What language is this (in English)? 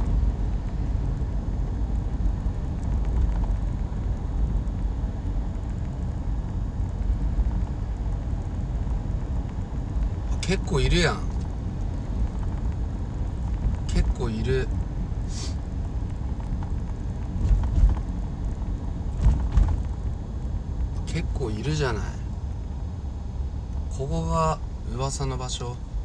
Japanese